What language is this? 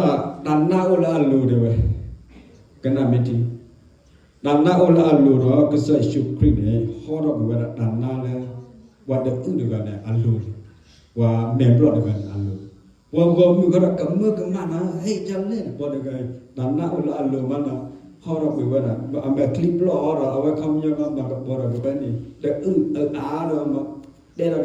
S'gaw Karen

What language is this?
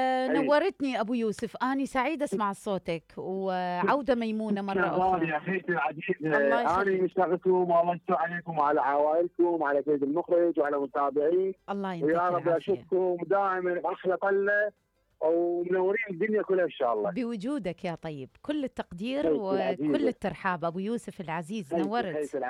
Mesopotamian Arabic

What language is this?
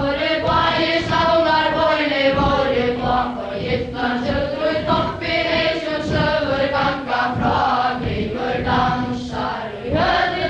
Faroese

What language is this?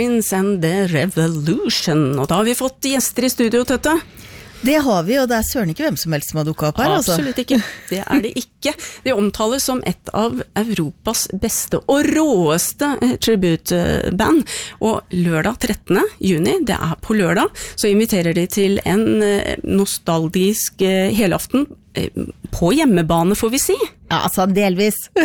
Norwegian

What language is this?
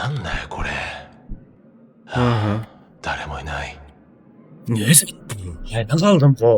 Kara-Kalpak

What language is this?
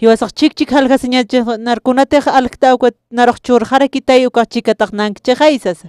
Aymara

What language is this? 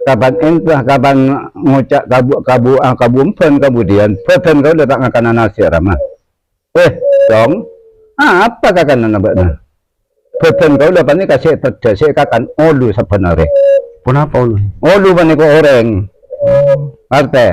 Madurese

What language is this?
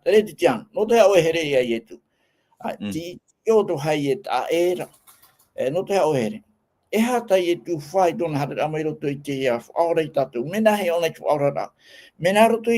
Tahitian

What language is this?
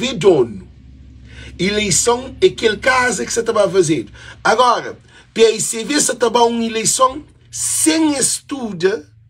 Kabuverdianu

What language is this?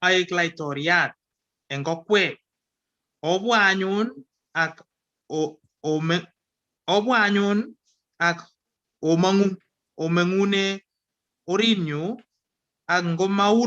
Kalenjin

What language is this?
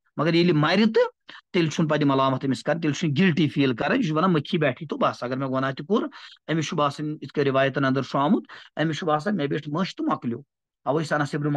Kashmiri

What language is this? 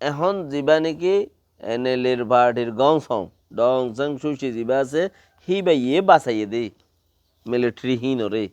Rohingya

